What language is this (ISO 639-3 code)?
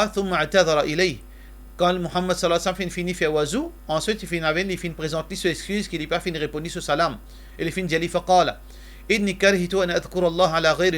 mfe